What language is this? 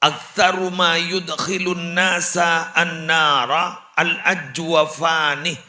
Madurese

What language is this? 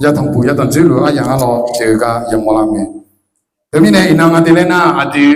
Akha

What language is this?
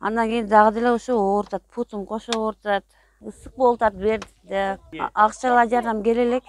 Kyrgyz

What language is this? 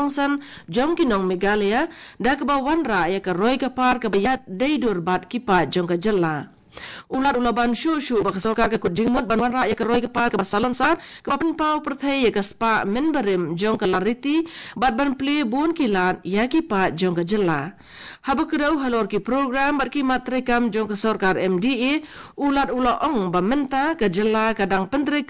Khasi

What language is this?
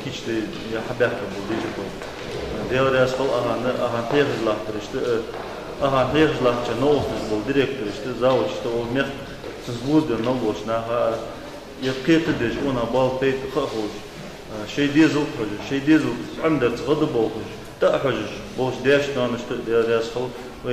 Ingush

